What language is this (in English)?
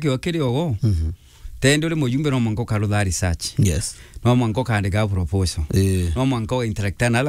Meru